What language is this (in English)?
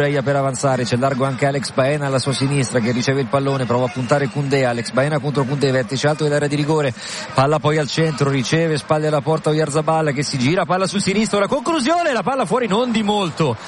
Italian